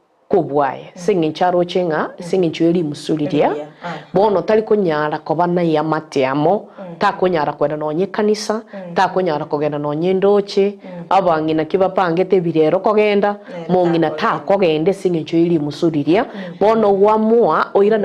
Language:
Gusii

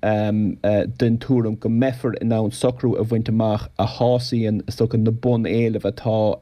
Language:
Irish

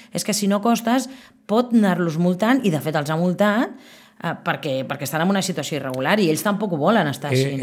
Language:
Catalan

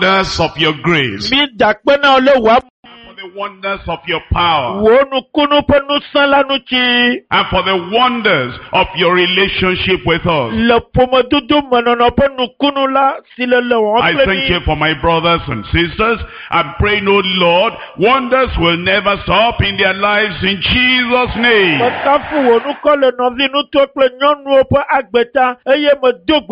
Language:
Ewe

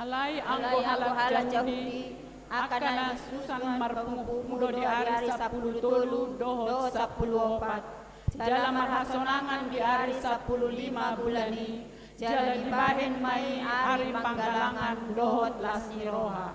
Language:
Batak Toba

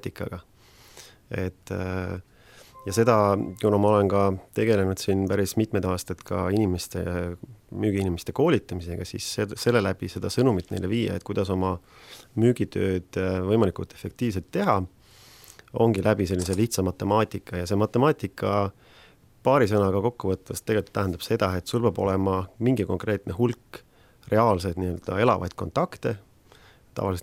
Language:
Estonian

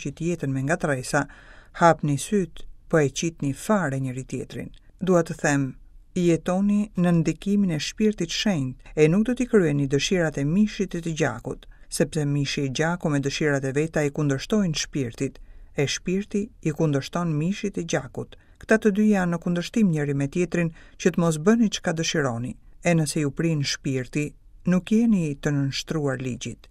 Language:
Albanian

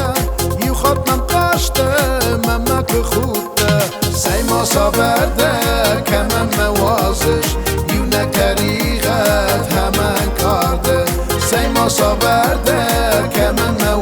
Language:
Ossetic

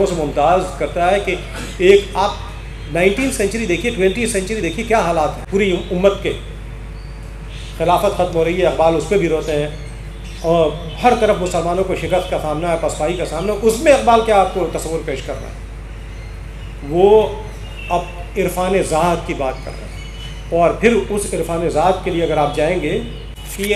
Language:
Urdu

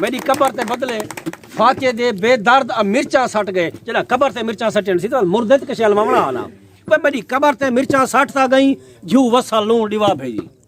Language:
Saraiki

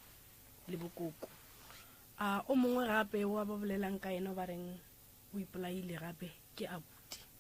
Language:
Northern Sotho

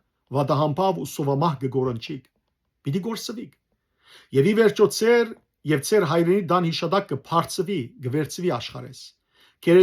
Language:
Western Armenian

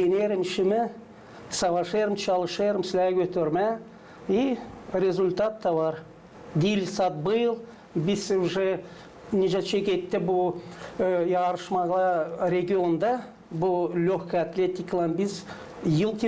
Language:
Gagauz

